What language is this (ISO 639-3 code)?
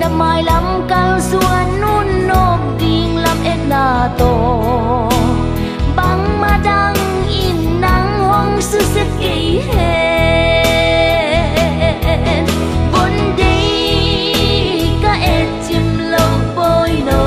pck